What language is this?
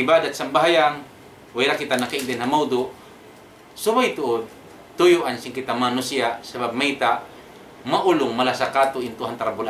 Tausug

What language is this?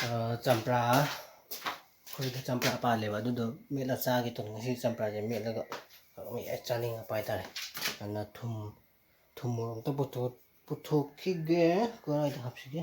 Manipuri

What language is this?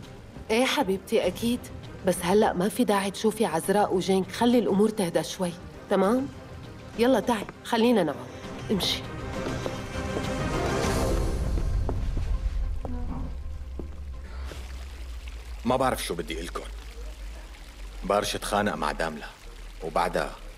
North Levantine Arabic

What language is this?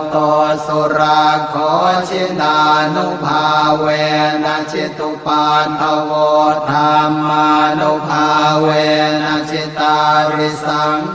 Pali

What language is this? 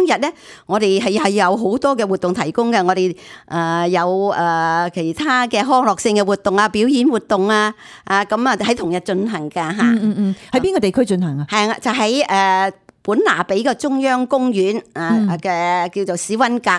Cantonese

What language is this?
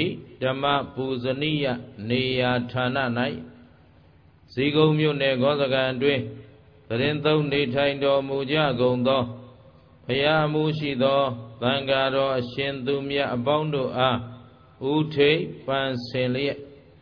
Burmese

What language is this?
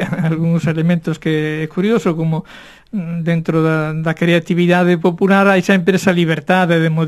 Galician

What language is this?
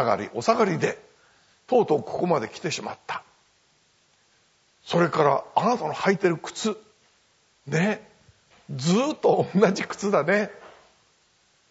Japanese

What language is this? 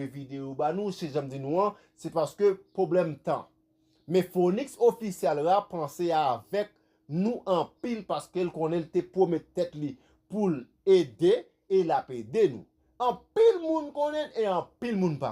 Haitian Creole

